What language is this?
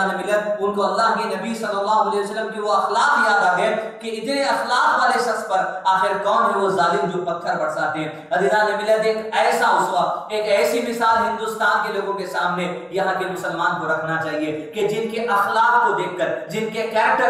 Urdu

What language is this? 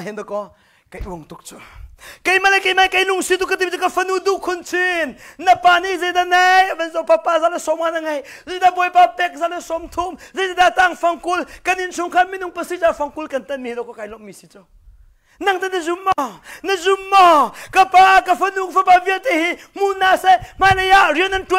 Hakha Chin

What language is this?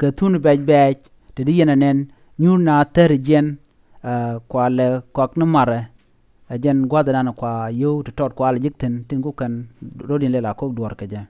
Nuer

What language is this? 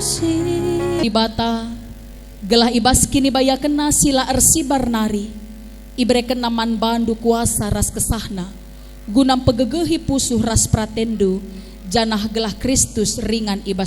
Batak Karo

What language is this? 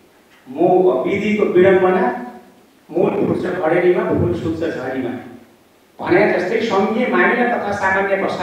Nepali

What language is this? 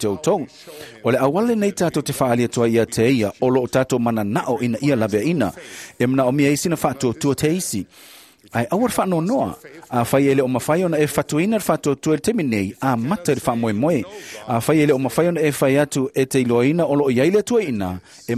Samoan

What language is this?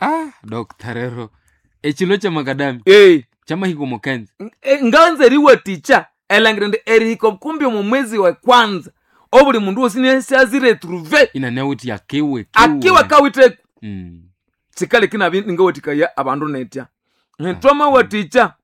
Nande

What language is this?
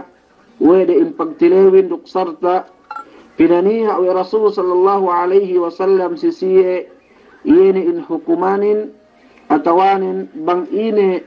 Yakan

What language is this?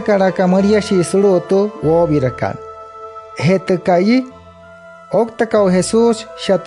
Wayuu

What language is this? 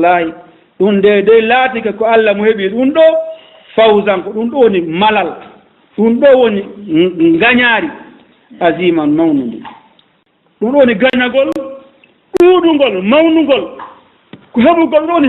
Fula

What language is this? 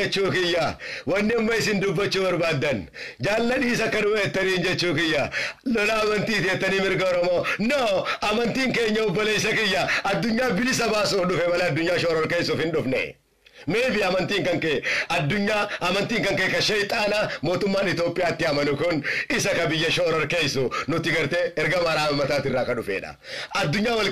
Oromo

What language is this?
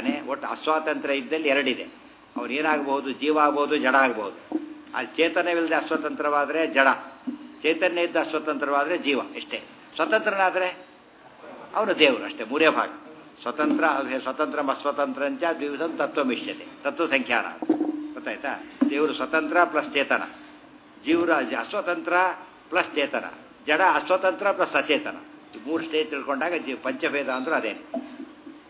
Kannada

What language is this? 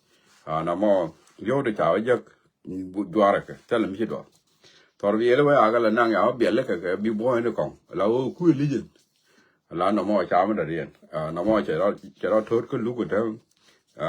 Nuer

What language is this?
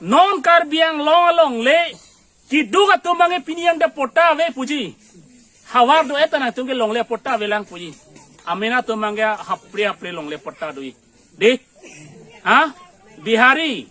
Karbi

